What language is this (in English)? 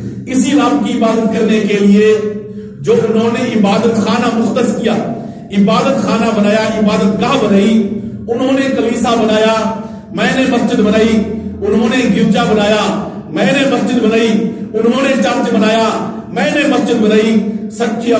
Urdu